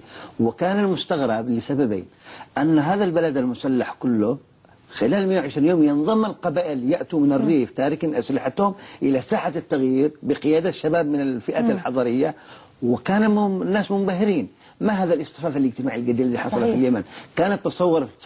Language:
Arabic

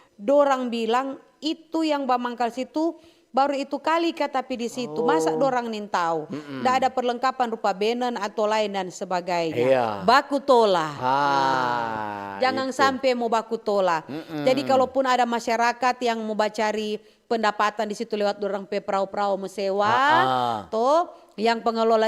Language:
Manado Malay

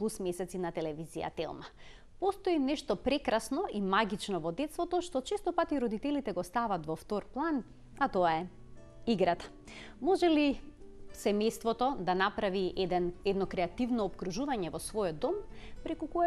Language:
Macedonian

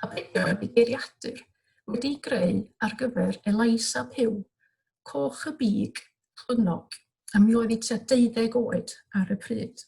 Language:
Welsh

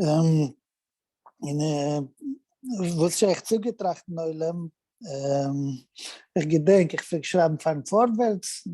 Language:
Yiddish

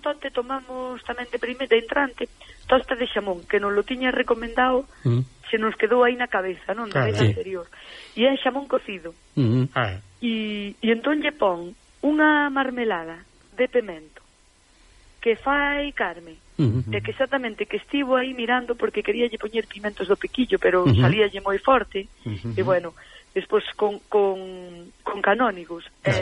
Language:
Galician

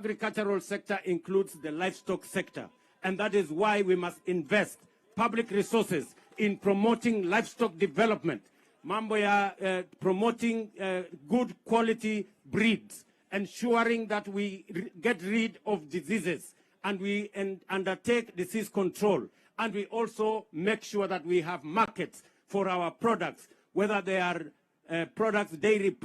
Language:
Gusii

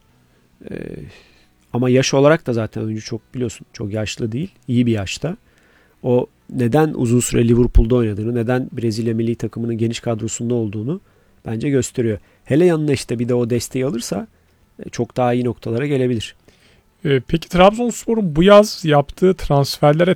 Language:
Turkish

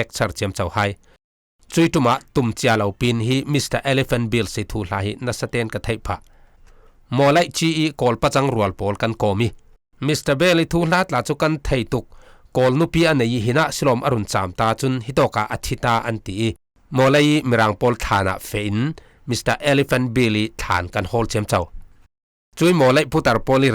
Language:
Falam Chin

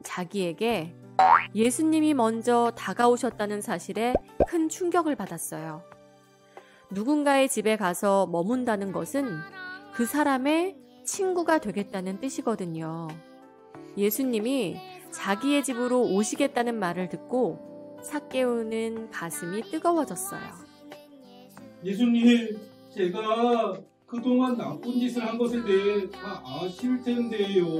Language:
Korean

